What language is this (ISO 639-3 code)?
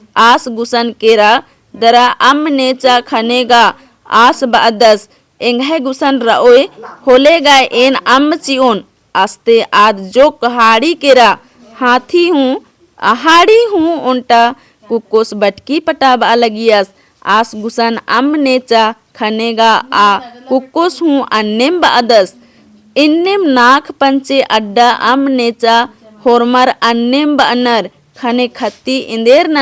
kru